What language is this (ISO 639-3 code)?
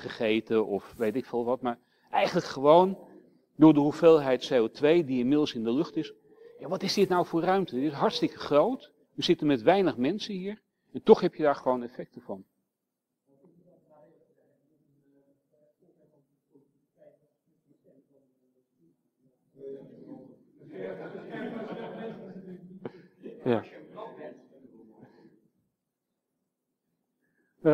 nld